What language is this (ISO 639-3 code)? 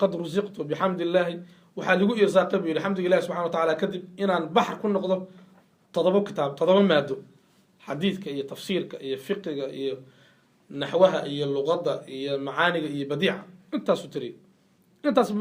som